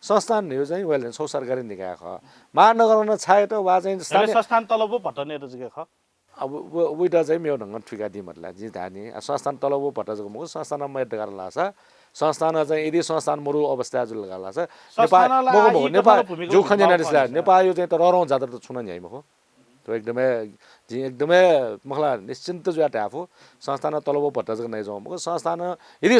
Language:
Newari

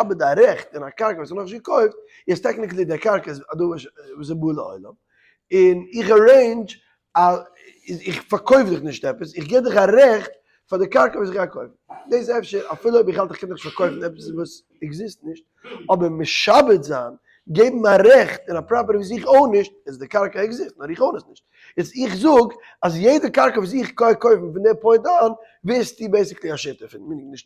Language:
Yiddish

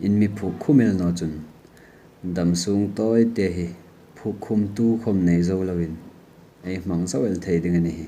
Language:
Hmar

